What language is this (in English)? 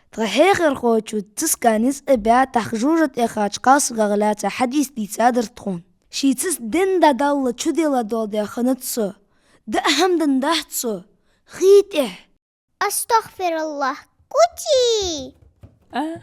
Ingush